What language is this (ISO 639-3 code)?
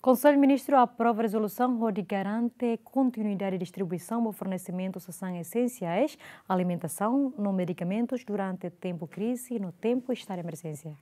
tet